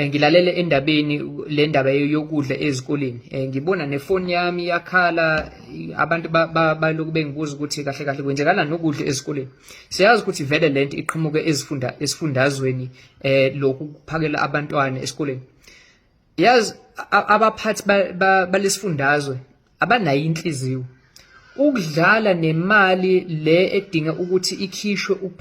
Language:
Zulu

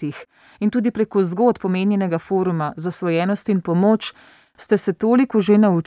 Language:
Slovenian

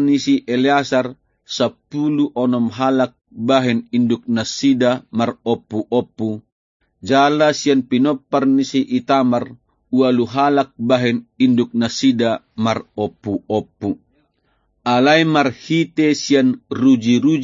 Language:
Batak Toba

